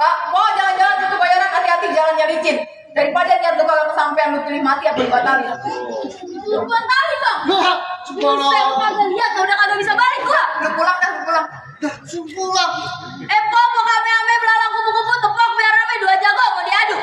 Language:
Betawi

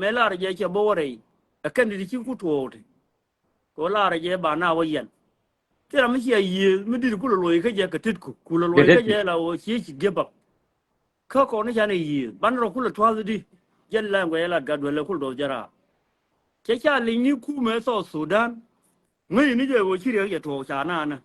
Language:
Nuer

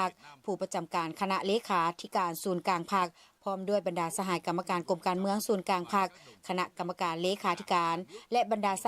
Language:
Lao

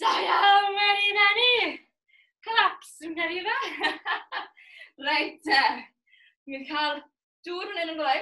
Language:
Welsh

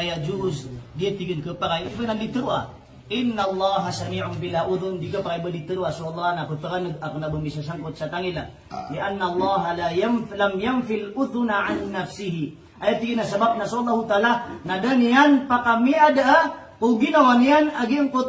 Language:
Maranao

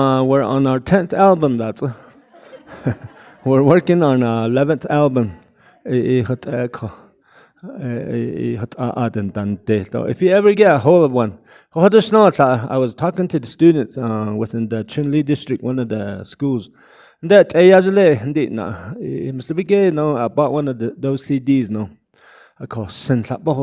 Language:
Navajo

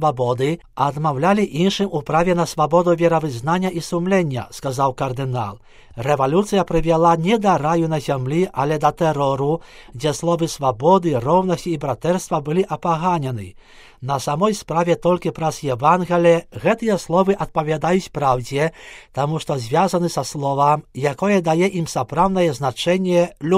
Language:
Belarusian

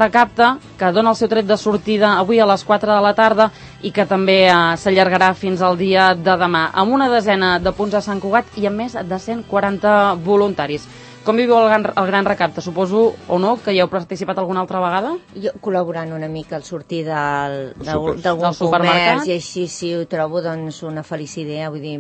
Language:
Catalan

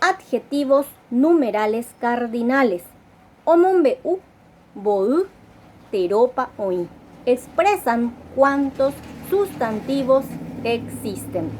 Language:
Guarani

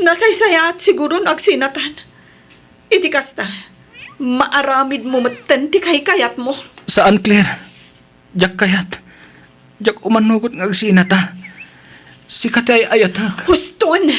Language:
Iloko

